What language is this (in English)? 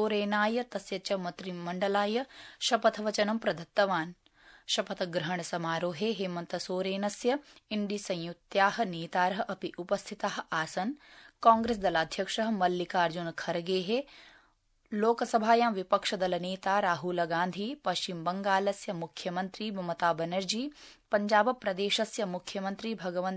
Sanskrit